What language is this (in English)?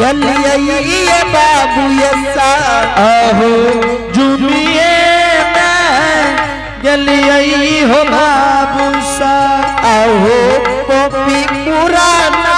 Angika